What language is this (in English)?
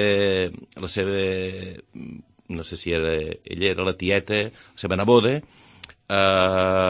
Catalan